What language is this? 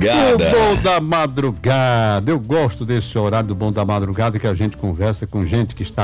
Portuguese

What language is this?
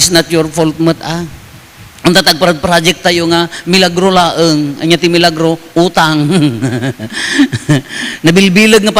Iloko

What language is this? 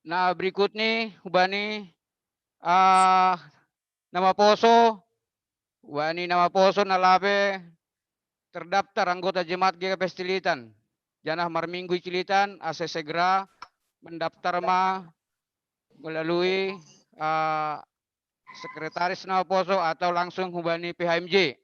Batak Simalungun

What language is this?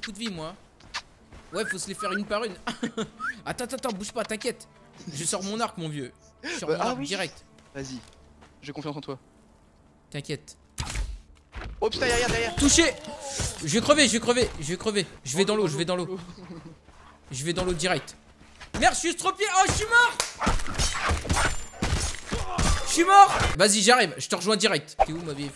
French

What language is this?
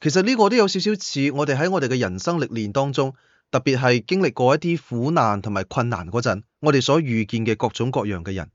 Cantonese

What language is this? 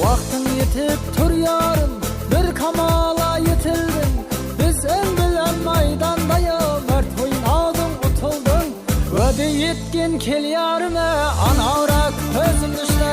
Kara-Kalpak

